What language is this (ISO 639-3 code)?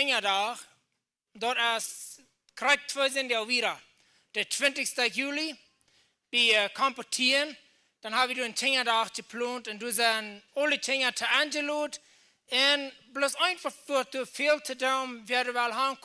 pdt